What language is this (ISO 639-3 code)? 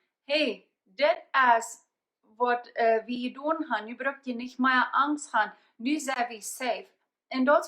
pdt